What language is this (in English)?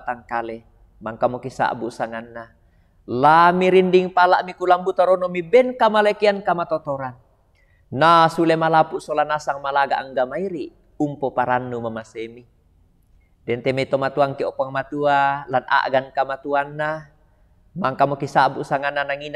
Toraja-Sa'dan